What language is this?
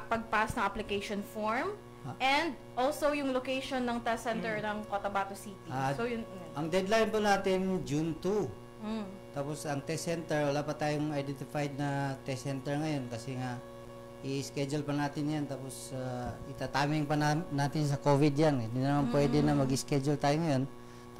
Filipino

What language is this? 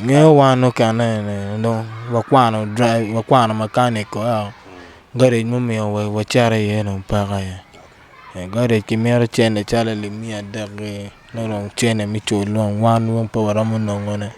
Acoli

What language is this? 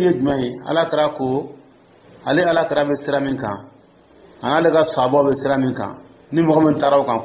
Dyula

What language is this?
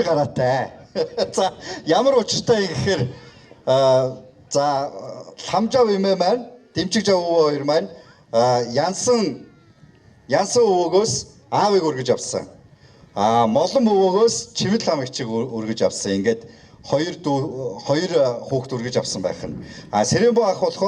Mongolian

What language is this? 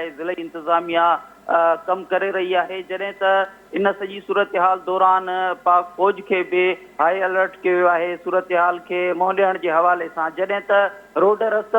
Sindhi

